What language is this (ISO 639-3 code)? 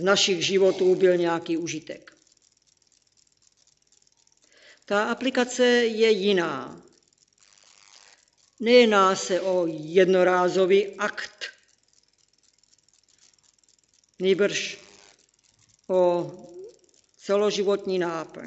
ces